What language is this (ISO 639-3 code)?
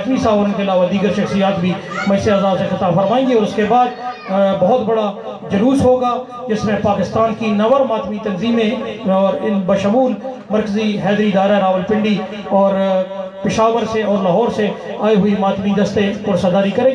urd